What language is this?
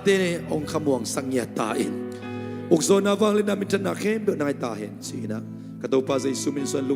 Tedim Chin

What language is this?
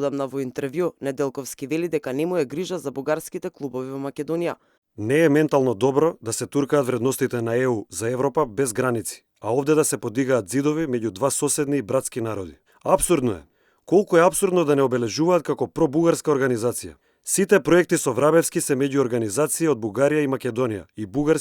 Macedonian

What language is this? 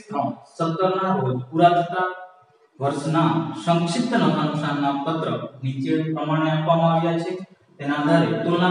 Gujarati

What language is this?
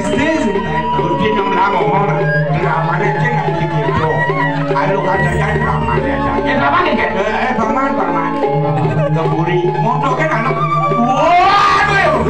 Balinese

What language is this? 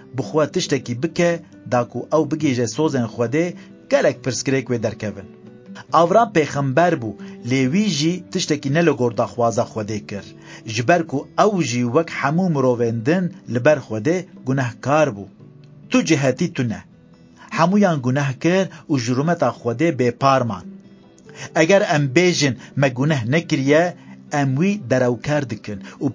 Kurdish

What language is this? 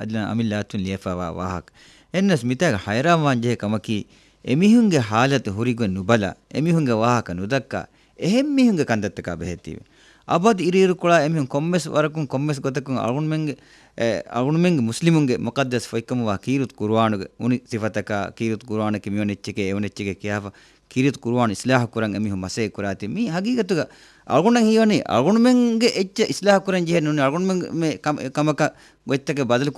Divehi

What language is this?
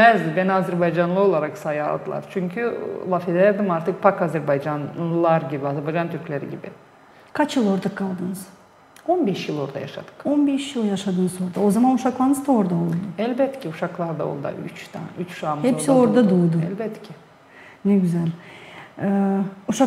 Gagauz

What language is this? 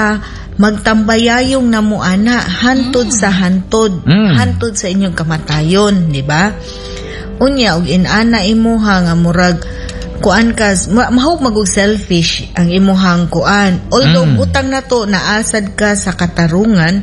Cebuano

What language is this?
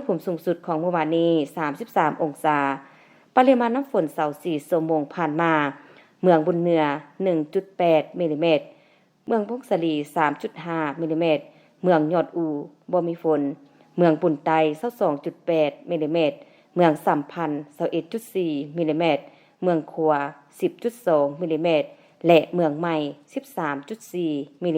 Lao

